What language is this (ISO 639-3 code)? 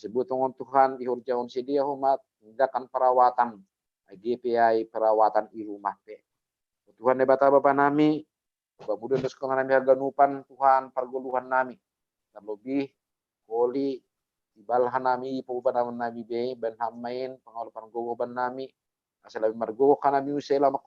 bts